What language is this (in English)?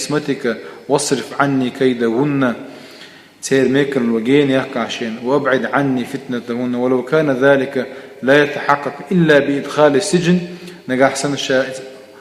Chechen